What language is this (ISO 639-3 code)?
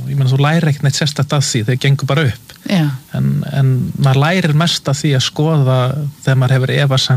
isl